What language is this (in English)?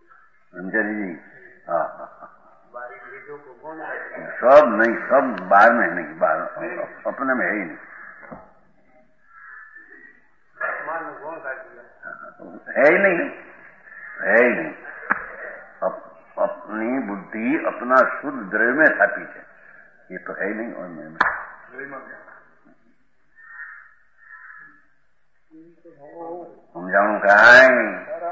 Gujarati